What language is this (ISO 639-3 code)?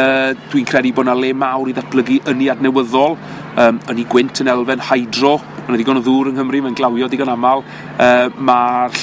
cym